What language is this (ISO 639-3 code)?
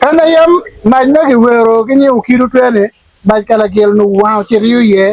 ach